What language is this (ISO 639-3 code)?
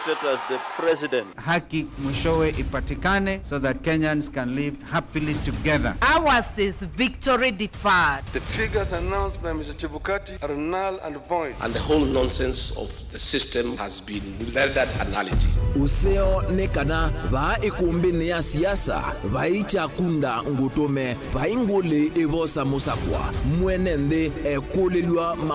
kam